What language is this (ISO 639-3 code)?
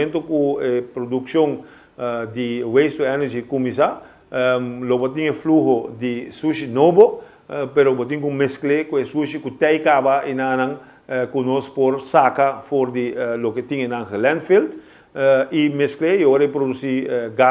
pap